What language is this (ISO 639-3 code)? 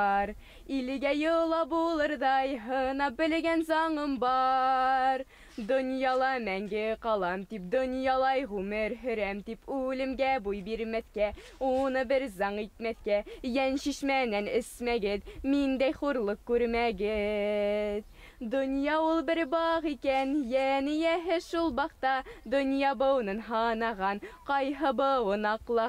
bak